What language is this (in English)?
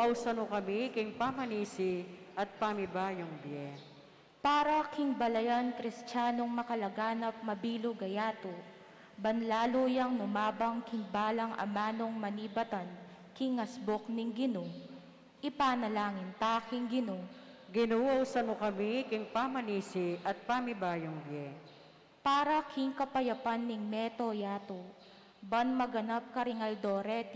Pampanga